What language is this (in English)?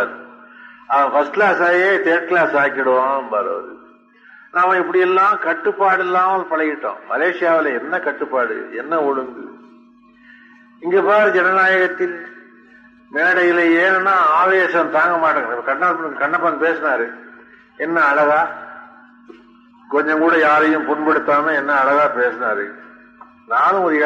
Tamil